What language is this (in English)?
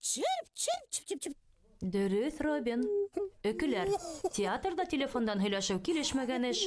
Bashkir